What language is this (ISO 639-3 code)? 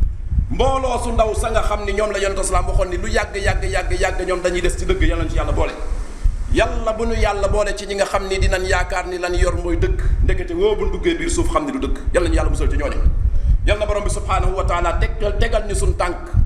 wol